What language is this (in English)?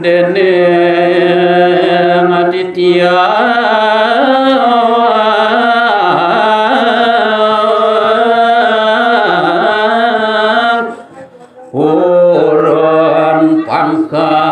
Balinese